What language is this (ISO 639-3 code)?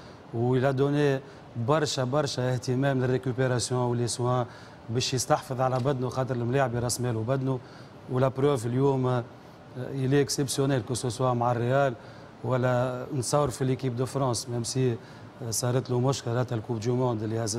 aeb